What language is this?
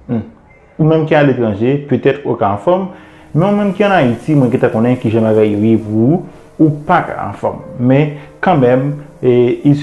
Haitian Creole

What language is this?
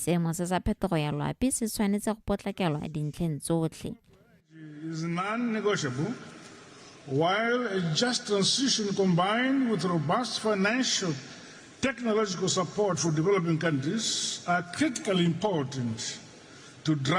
Tswana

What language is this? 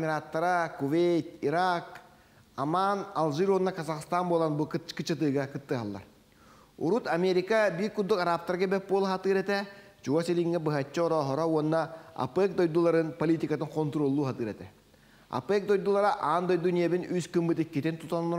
Yakut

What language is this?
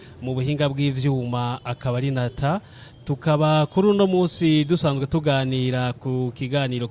Rundi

